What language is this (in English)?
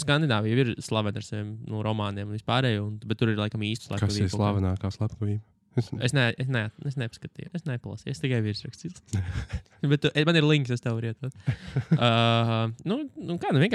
Latvian